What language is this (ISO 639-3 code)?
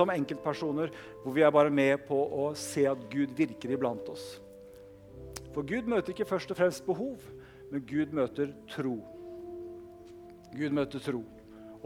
nor